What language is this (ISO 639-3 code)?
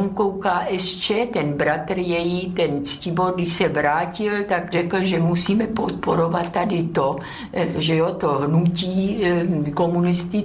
ces